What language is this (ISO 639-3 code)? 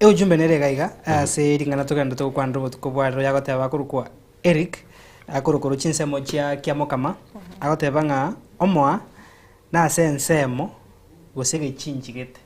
guz